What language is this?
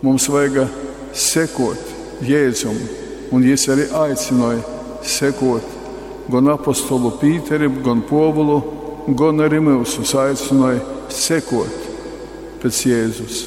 Latgalian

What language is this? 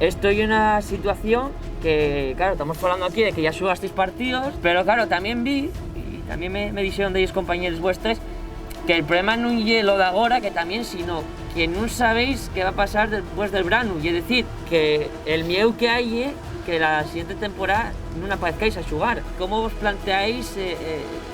Asturian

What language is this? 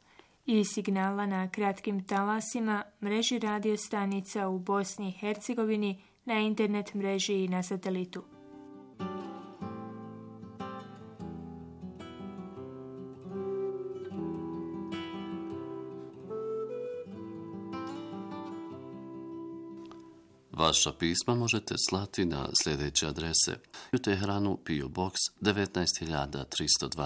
Bosnian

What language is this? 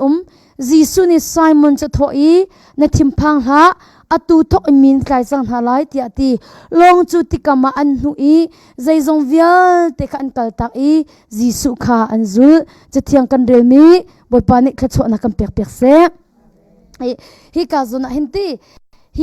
Hakha Chin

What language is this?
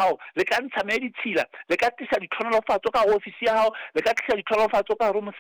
Southern Sotho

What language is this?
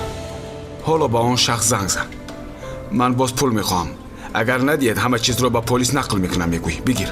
Tajik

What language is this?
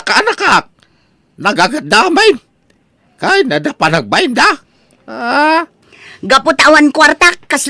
Iloko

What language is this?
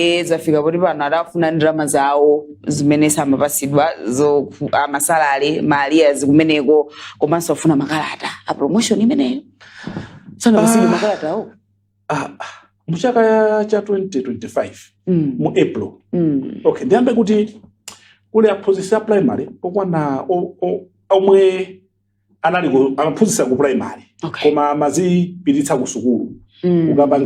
Nyanja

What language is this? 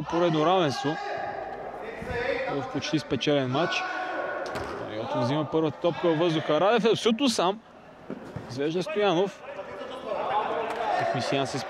Bulgarian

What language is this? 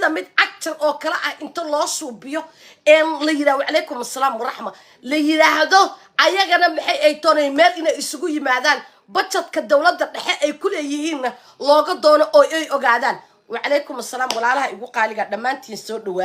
Somali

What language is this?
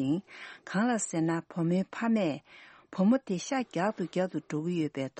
Tibetan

